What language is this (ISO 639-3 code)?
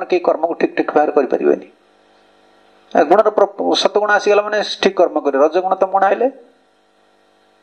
ori